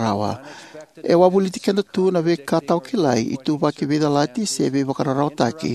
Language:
Fijian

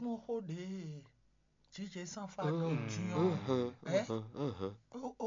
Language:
Fon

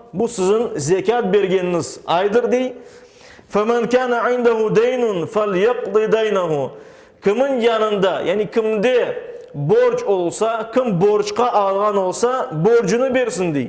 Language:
Crimean Tatar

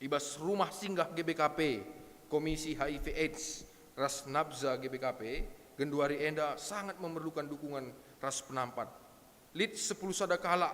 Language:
Batak Karo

